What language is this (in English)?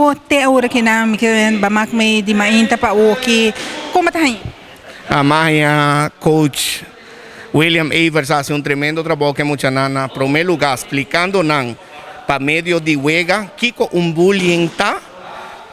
Papiamento